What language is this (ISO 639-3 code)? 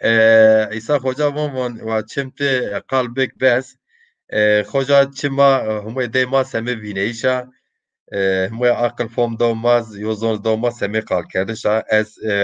zza